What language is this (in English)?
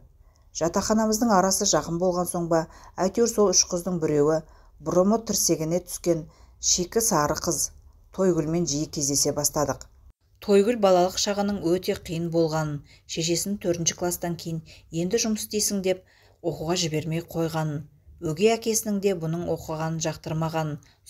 Kazakh